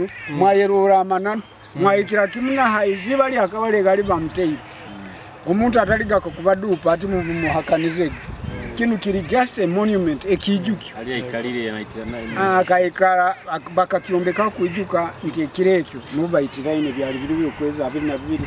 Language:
Nyoro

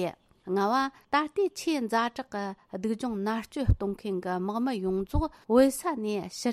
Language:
Tibetan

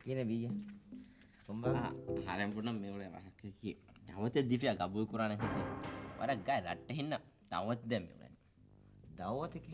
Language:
Divehi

